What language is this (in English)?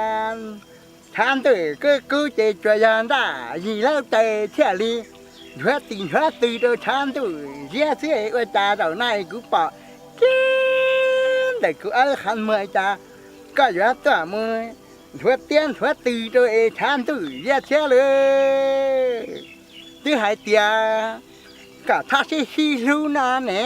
Hmong